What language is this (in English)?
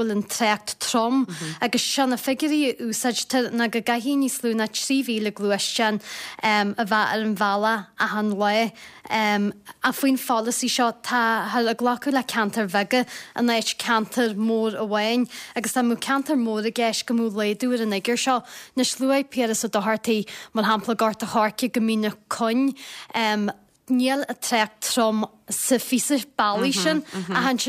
Irish